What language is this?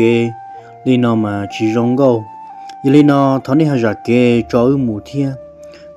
Hmong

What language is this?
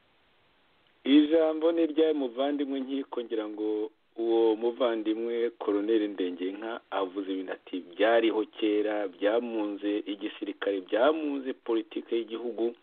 Kinyarwanda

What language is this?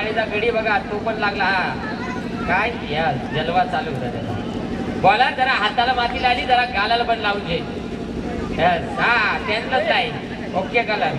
Marathi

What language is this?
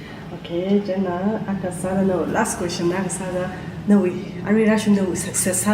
Tangkhul Naga (India)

